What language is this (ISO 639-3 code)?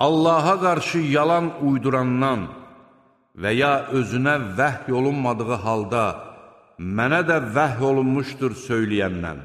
aze